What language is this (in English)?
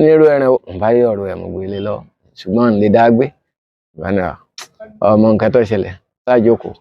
Yoruba